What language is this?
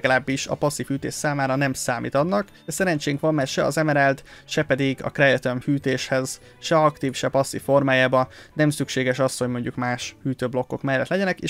Hungarian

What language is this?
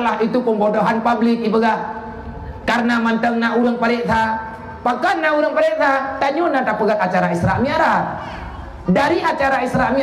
Achinese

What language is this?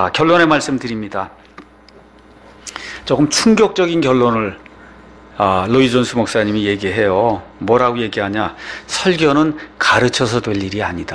Korean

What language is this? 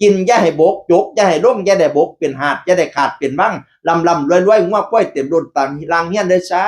Northeastern Thai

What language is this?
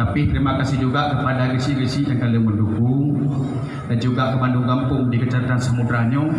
Achinese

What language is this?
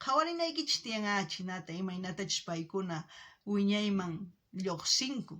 South Bolivian Quechua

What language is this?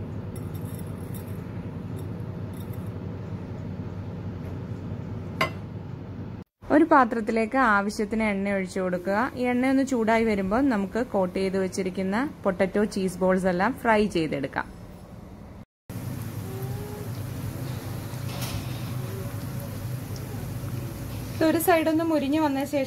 Malayalam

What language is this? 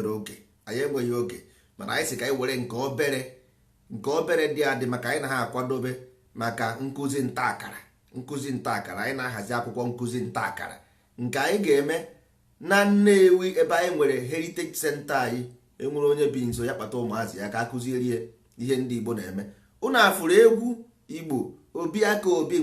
Igbo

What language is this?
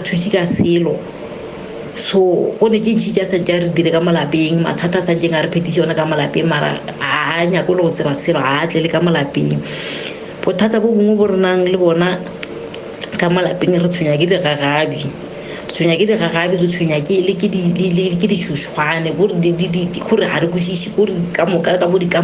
Northern Sotho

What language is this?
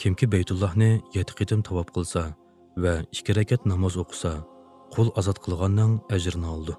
Uyghur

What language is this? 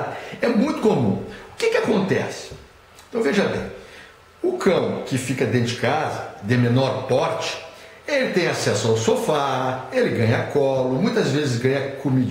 Portuguese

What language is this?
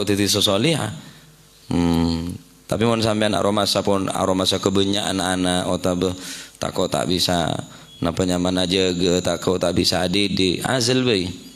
Madurese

